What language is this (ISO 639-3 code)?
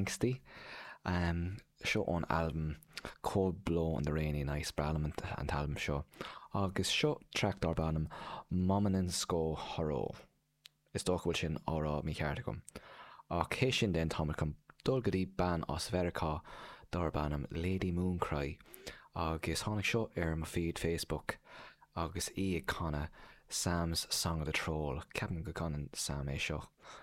gle